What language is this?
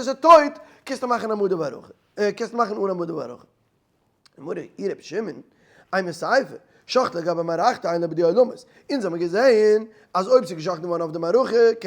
Yiddish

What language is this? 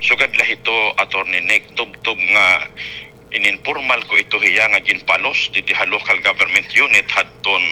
Waray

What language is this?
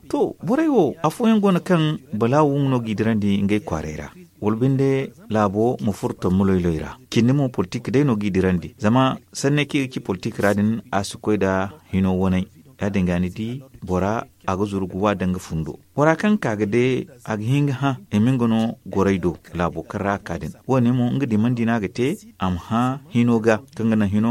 Zarma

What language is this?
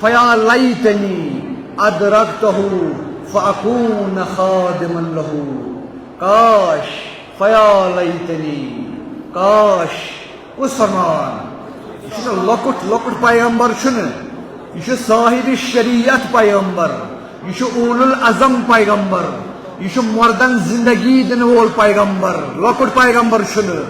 Kashmiri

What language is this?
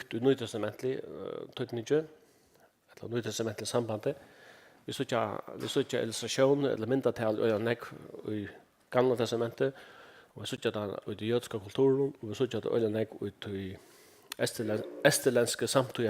Faroese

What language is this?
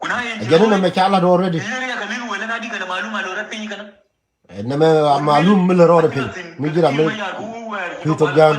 Nuer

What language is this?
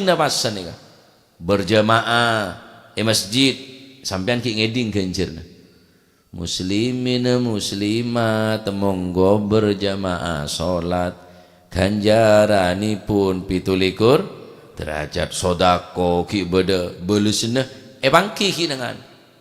Madurese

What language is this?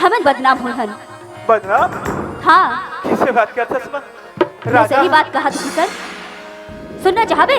Chhattisgarhi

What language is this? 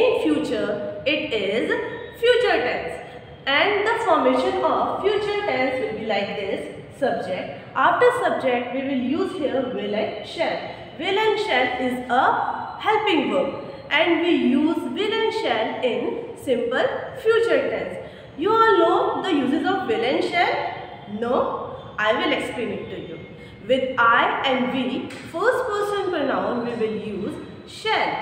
English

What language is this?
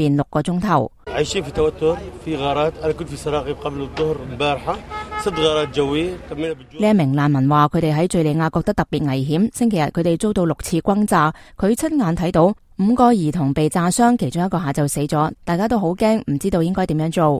Cantonese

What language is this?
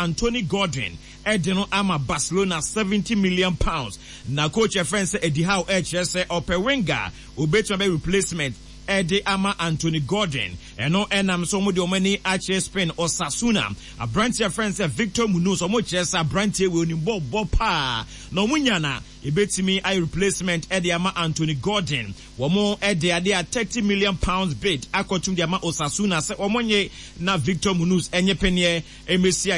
Akan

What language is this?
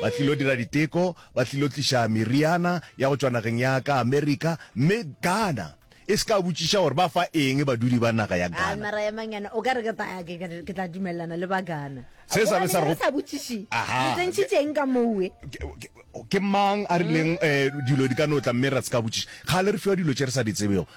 Northern Sotho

